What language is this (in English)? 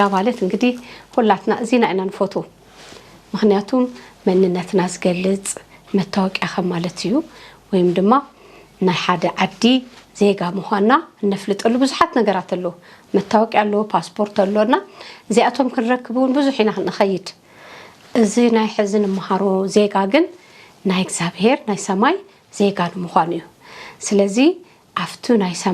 Tigrinya